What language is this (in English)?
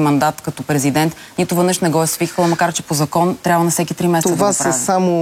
Bulgarian